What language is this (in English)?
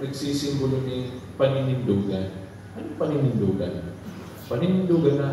Bikol